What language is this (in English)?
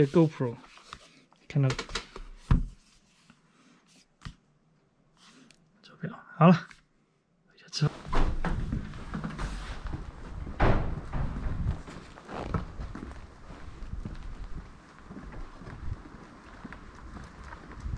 Chinese